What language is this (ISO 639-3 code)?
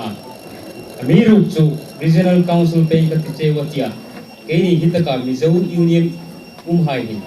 hmr